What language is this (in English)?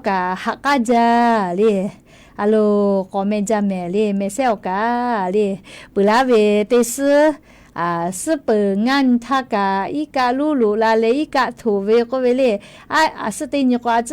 Lahu